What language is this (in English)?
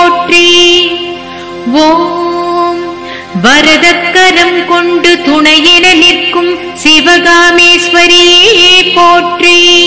Tamil